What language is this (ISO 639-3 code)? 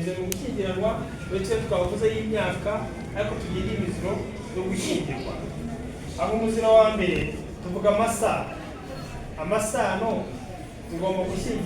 kin